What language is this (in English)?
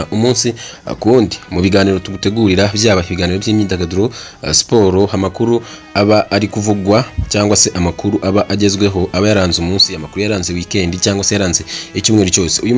Kinyarwanda